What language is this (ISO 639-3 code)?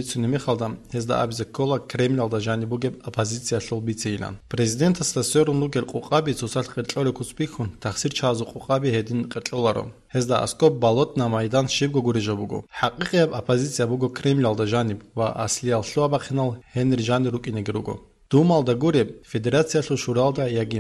ava